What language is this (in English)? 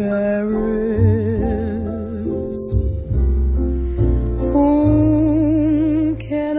Polish